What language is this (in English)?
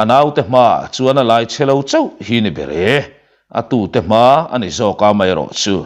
Mizo